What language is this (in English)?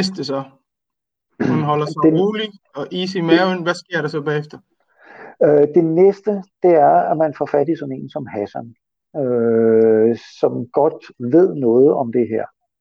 Danish